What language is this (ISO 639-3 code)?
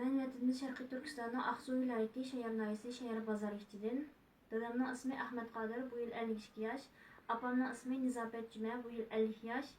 uig